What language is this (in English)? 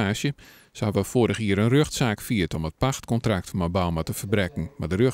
Western Frisian